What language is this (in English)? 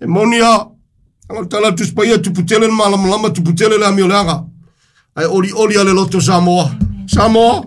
Samoan